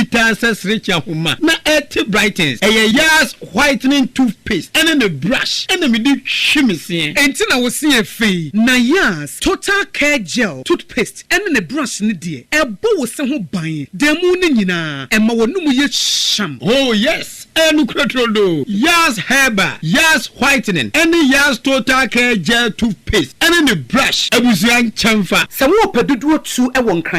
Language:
Akan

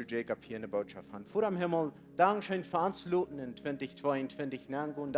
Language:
Plautdietsch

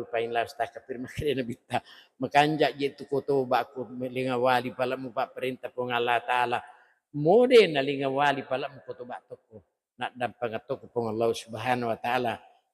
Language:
Buginese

